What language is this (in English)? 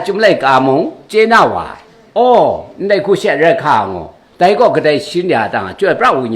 Kachin